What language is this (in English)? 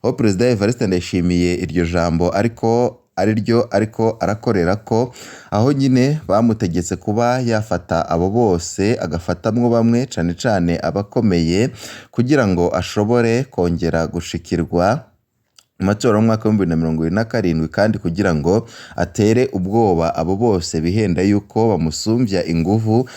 Rundi